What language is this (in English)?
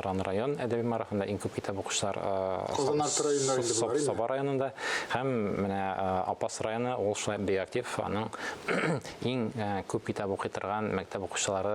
Tatar